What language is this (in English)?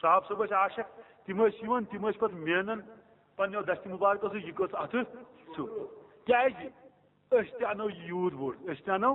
Kashmiri